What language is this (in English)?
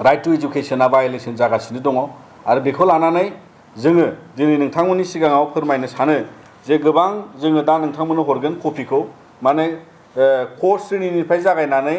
Bodo